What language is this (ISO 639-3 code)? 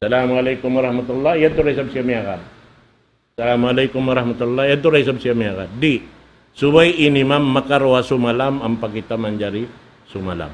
tsg